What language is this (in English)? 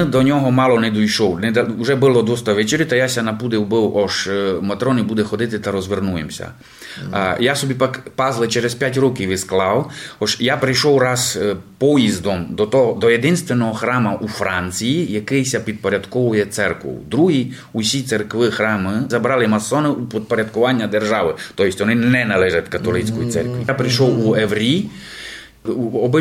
Rusyn